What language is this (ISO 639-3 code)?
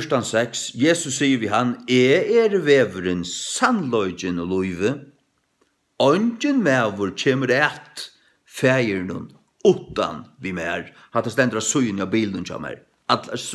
fao